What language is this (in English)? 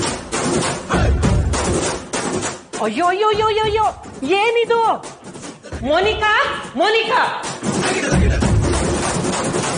Kannada